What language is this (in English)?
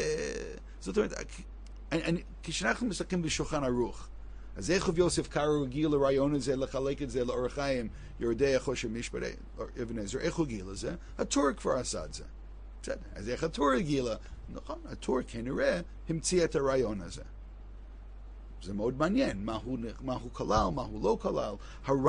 Hebrew